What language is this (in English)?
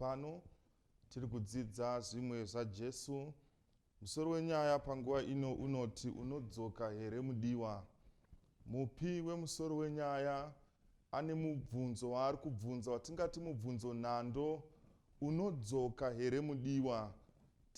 Shona